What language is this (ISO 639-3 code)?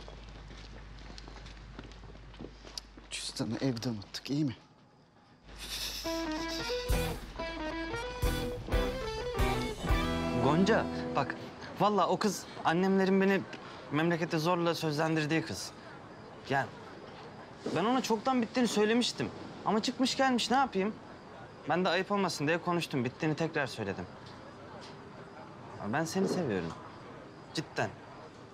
tur